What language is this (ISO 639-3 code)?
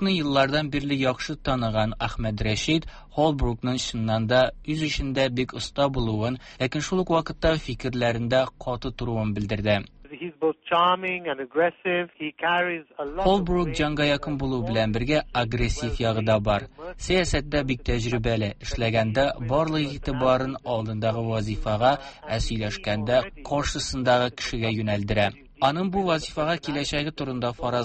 tat